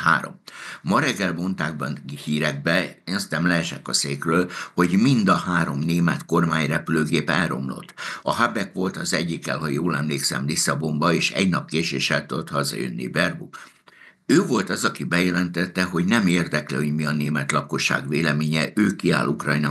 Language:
Hungarian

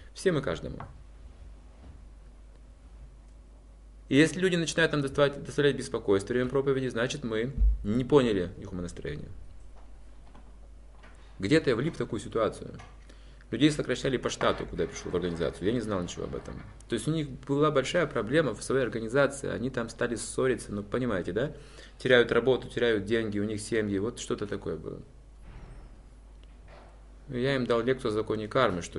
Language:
Russian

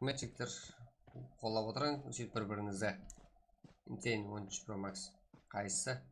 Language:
Kara-Kalpak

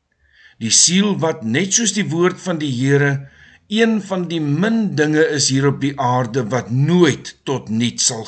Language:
Afrikaans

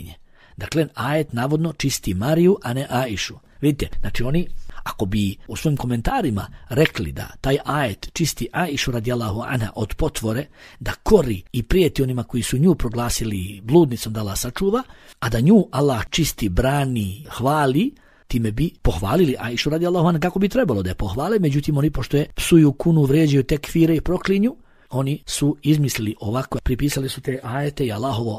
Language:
Bosnian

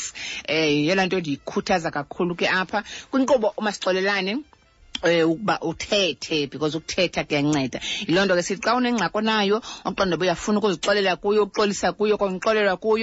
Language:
Xhosa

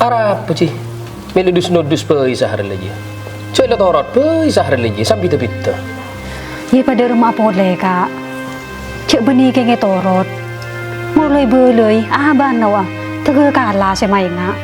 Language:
Madurese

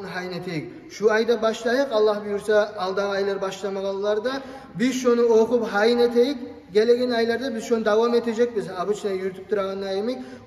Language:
Kumyk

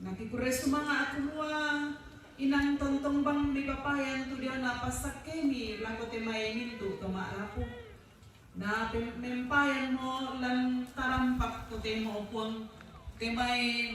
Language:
Toraja-Sa'dan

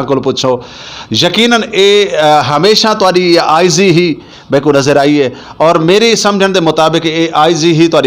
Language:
Western Panjabi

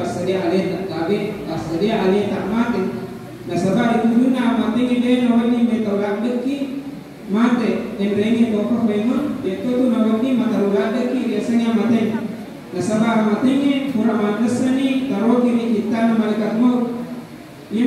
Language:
Buginese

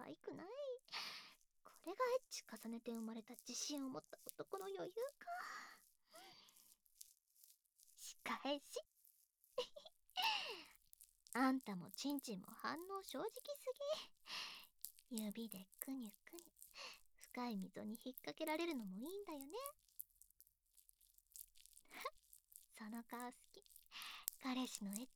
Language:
Japanese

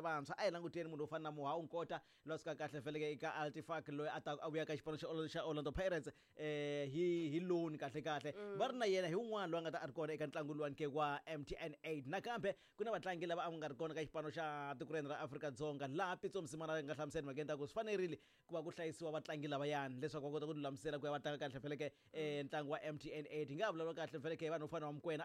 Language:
Tsonga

